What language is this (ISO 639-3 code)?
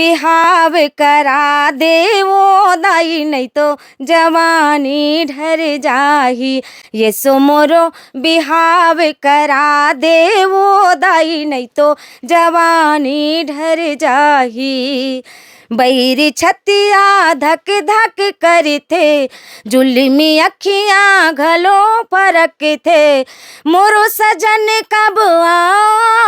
hne